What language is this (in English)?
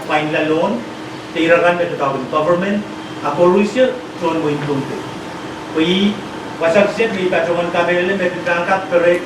Pohnpeian